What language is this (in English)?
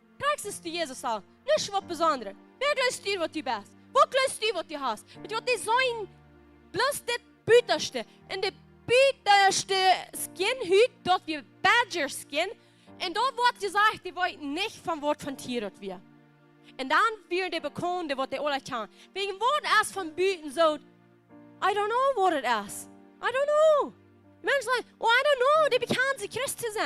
Plautdietsch